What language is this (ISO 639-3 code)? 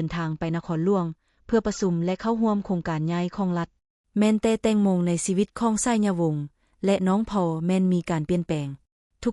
lao